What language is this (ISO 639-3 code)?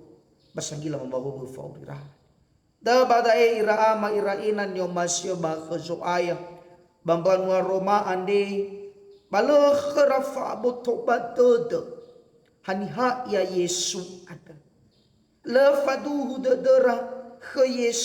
nia